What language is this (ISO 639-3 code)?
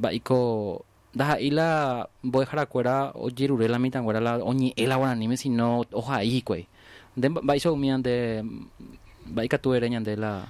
grn